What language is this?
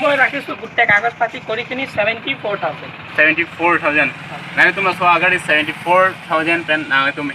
Karbi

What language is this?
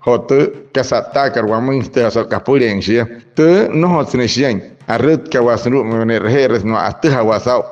Wayuu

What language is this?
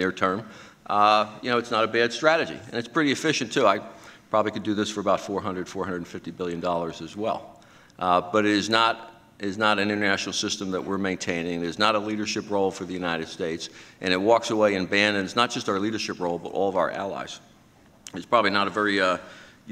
English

